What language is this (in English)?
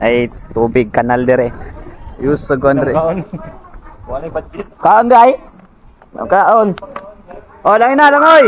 Cebuano